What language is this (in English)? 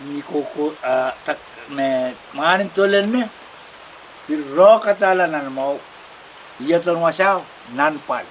Pohnpeian